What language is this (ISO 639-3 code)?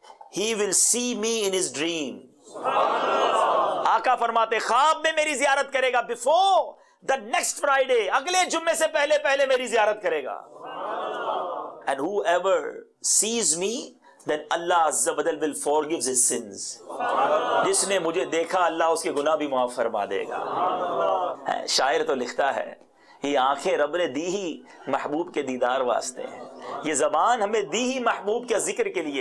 urd